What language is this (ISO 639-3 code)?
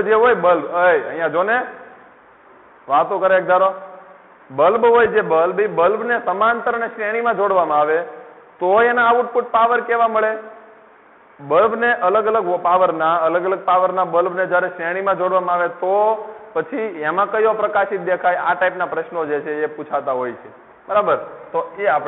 guj